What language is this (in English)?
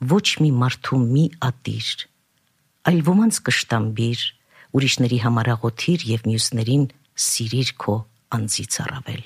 Armenian